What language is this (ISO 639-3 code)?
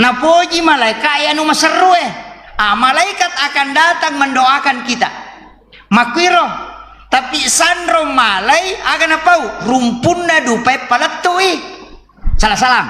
bug